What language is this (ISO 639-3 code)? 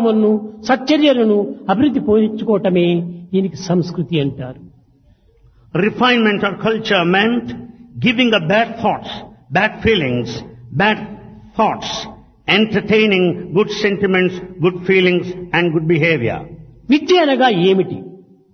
tel